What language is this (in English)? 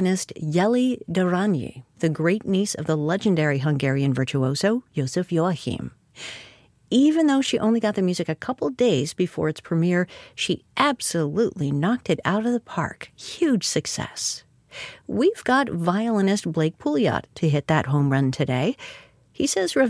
English